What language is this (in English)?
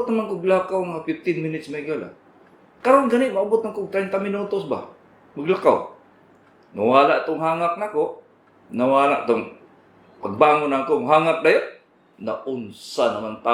Cebuano